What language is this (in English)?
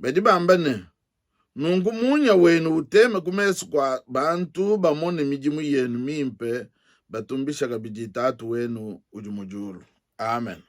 Luba-Lulua